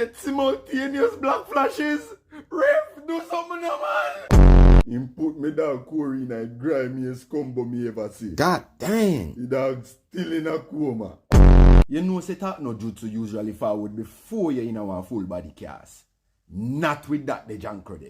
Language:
Jamaican Creole English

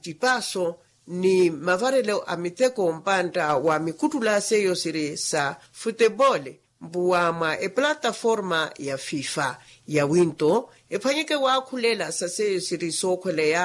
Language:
Makhuwa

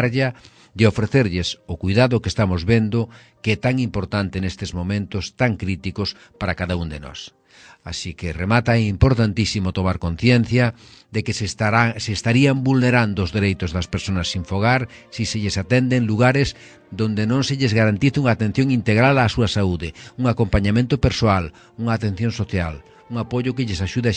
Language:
Galician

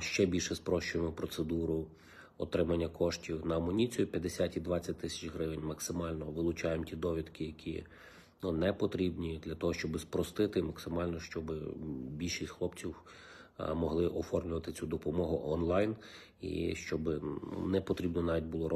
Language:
Ukrainian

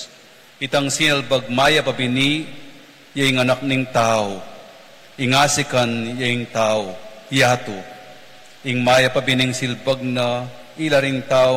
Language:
Pampanga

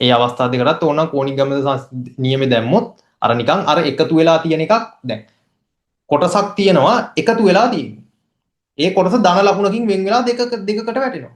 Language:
Sinhala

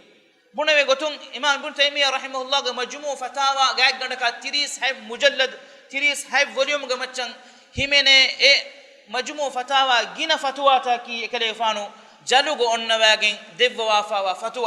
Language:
Divehi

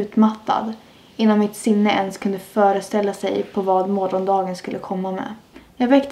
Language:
Swedish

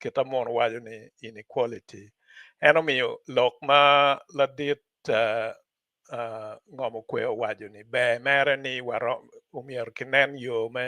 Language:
Acoli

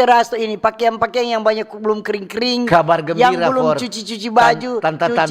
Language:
Manado Malay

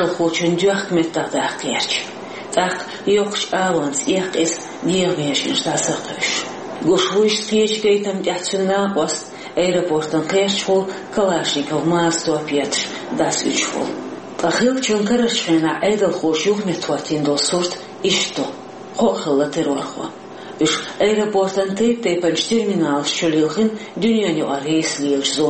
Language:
Chechen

